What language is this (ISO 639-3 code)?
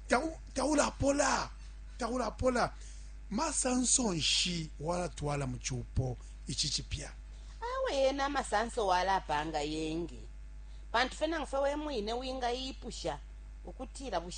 bem